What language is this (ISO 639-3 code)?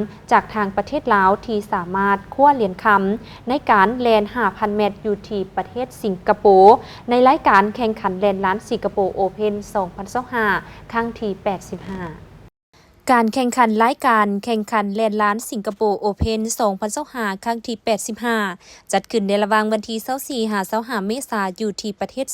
lao